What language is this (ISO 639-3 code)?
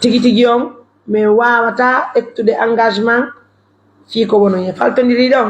fuf